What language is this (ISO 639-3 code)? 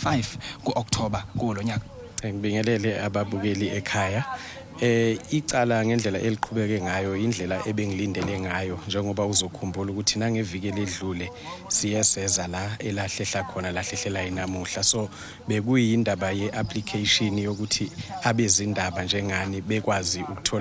zul